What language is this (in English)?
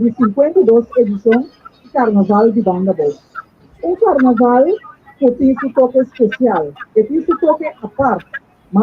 Papiamento